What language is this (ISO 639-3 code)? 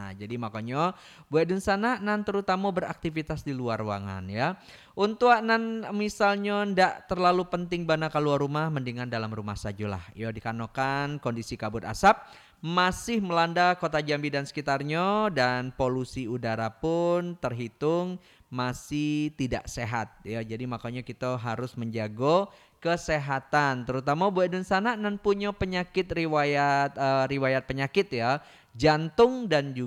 min